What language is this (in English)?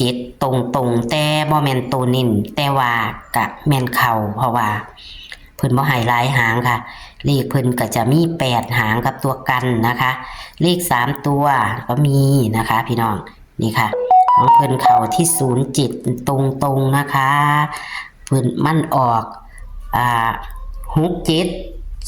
Northeastern Thai